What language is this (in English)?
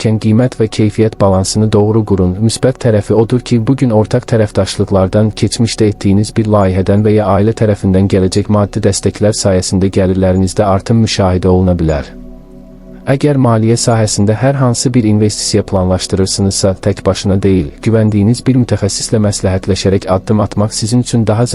Azerbaijani